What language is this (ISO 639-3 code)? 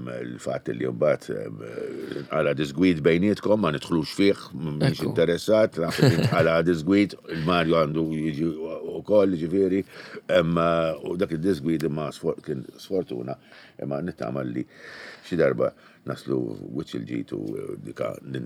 mlt